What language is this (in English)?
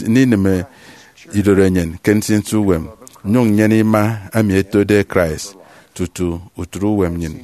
Efik